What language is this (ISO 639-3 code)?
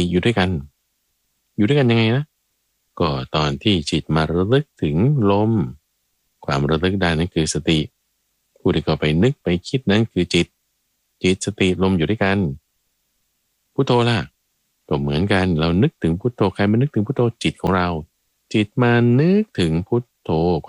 tha